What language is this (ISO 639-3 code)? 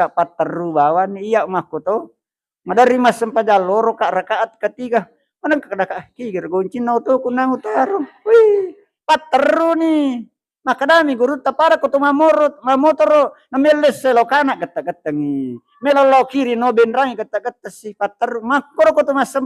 bug